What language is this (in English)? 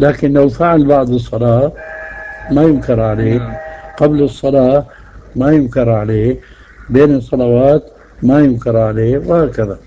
Najdi Arabic